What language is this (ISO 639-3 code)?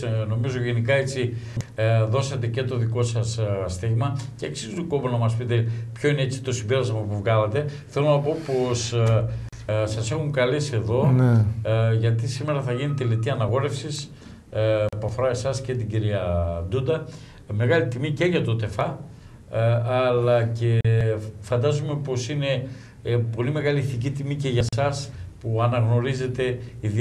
ell